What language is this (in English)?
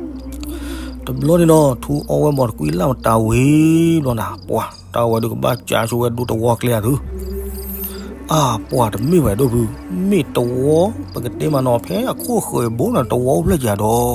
S'gaw Karen